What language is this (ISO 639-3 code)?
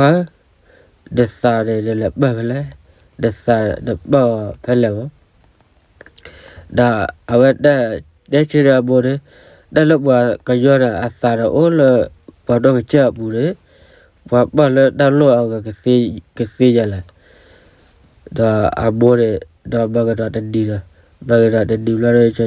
ksw